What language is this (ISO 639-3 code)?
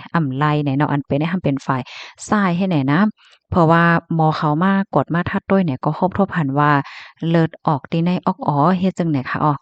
shn